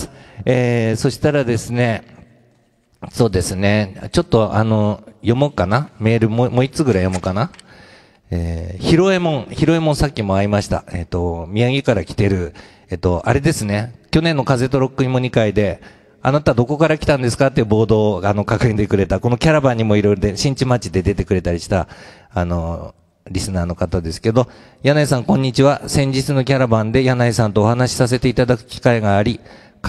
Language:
Japanese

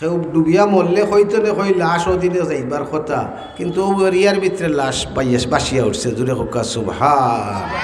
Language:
Sylheti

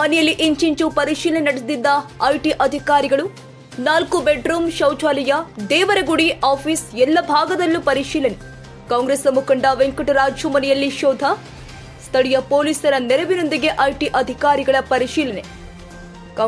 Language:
Kannada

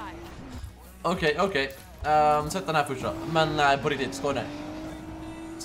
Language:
Swedish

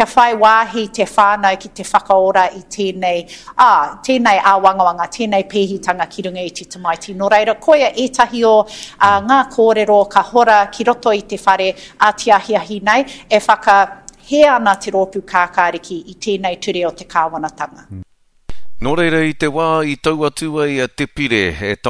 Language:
Māori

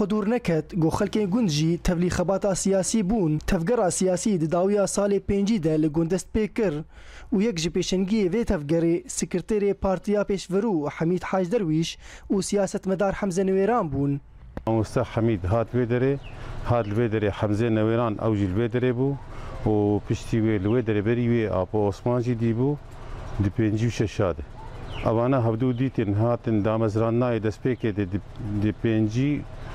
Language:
Kurdish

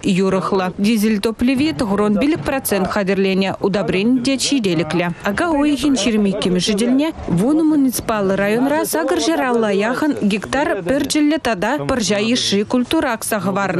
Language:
Chuvash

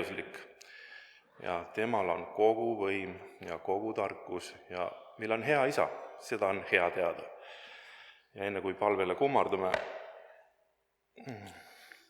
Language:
Estonian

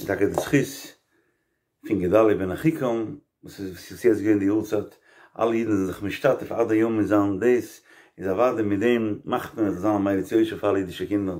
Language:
Yiddish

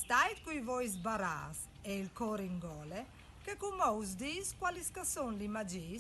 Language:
Friulian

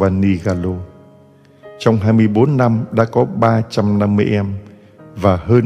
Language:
Vietnamese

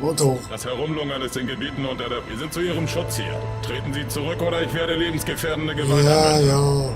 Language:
Swiss German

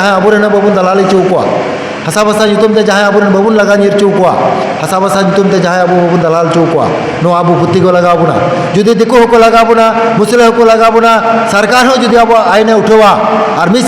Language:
Santali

